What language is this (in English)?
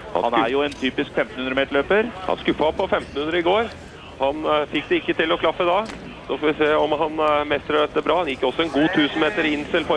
Norwegian